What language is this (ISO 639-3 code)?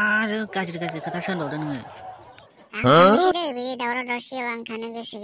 brx